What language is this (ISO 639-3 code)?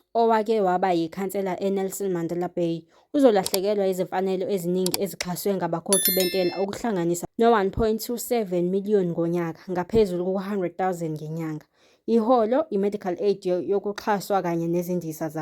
zul